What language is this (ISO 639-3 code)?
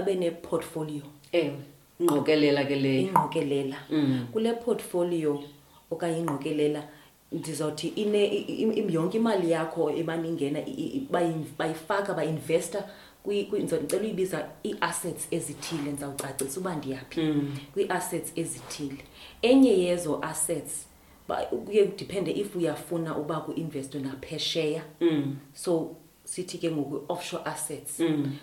xho